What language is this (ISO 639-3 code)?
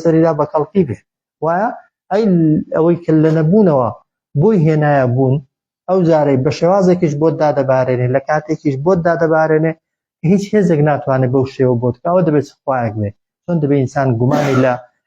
ckb